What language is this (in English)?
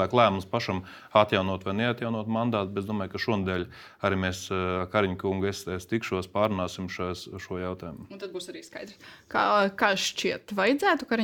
Latvian